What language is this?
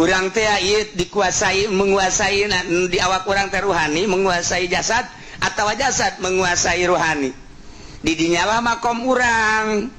Sundanese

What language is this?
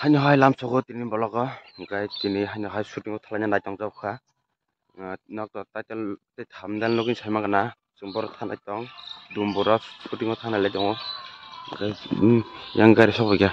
Kok Borok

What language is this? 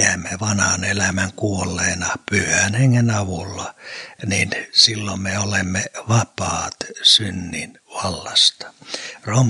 Finnish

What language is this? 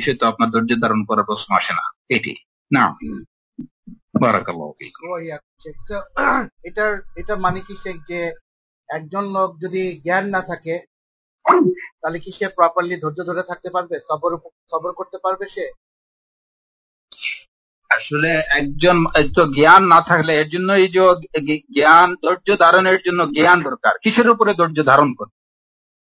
Bangla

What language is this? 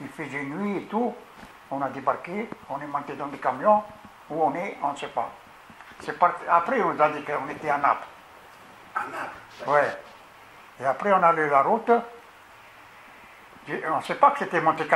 French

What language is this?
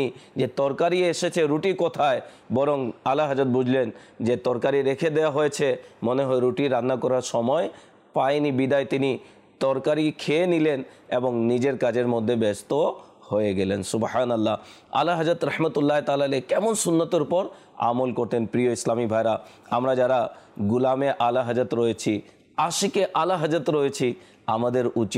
Bangla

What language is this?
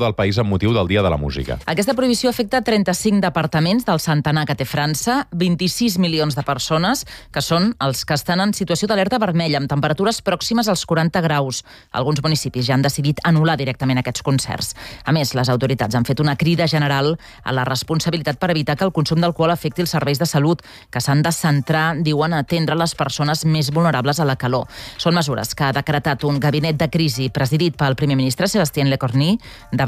Catalan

